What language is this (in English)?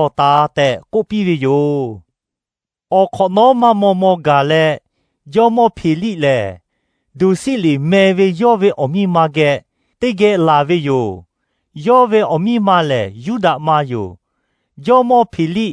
Lahu